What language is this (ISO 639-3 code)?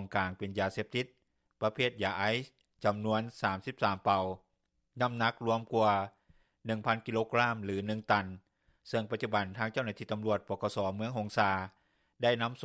lao